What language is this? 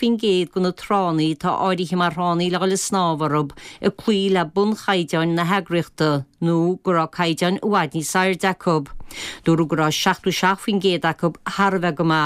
Irish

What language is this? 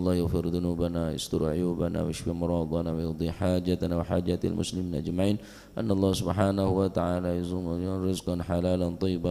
Madurese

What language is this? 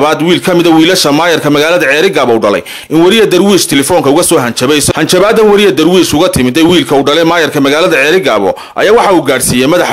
Somali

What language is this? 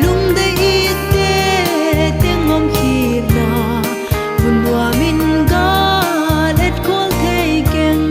Paite Chin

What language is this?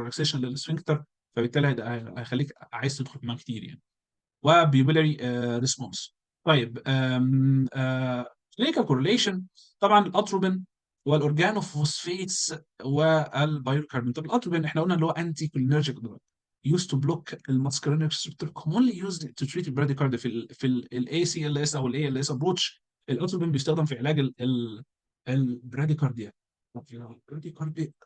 Egyptian Arabic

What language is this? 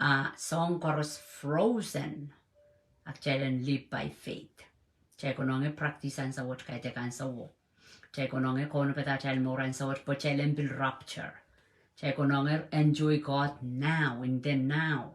Pohnpeian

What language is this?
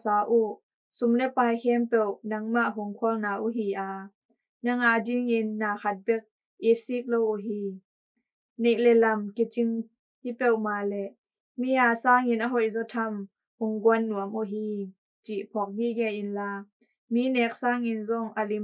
Tedim Chin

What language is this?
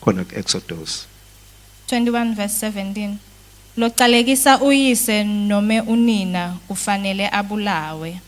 Swati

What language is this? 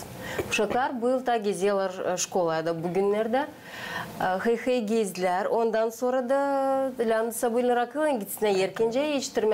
Gagauz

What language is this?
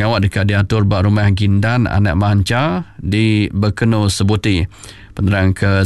Iban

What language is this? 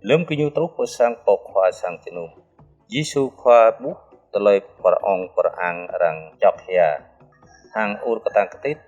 Jarai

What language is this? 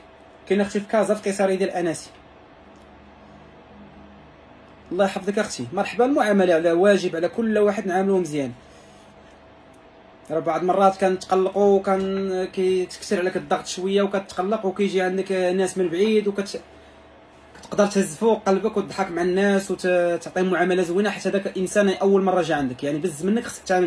Moroccan Arabic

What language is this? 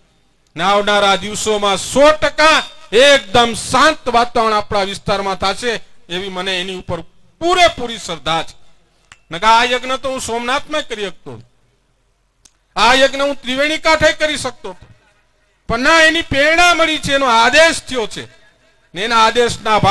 Gujarati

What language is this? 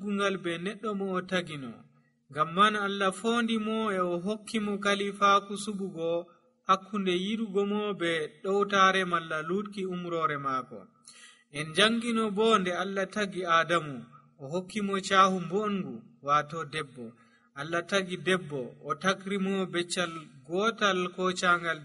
Nigerian Fulfulde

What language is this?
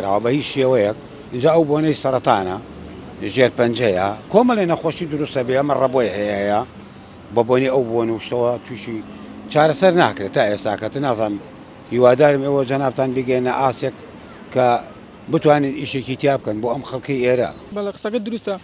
Central Kurdish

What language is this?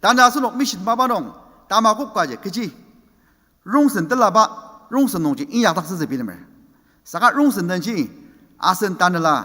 Ao Naga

